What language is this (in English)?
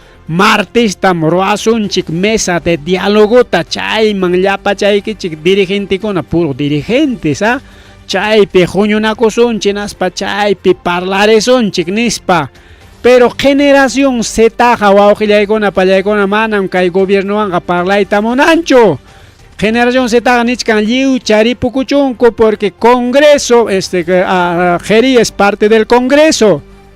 Ayacucho Quechua